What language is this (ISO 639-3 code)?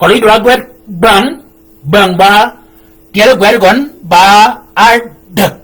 shk